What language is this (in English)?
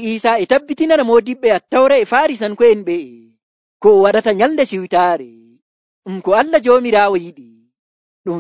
Nigerian Fulfulde